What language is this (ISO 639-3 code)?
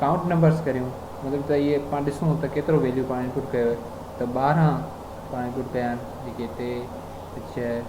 snd